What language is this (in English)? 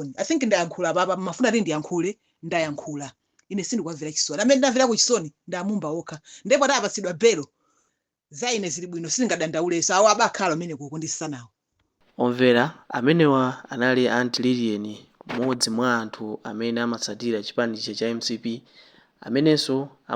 Nyanja